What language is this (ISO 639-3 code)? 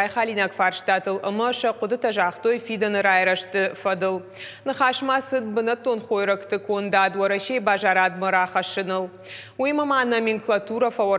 oss